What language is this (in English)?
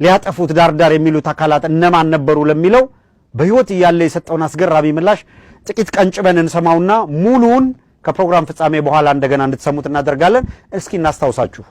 Amharic